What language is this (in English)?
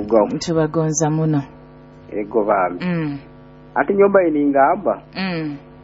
Nyoro